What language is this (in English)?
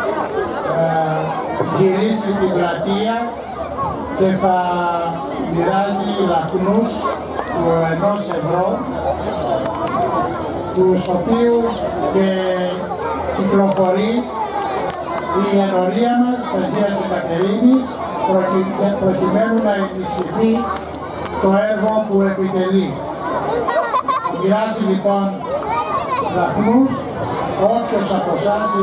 Greek